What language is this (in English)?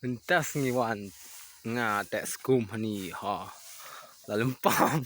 Khasi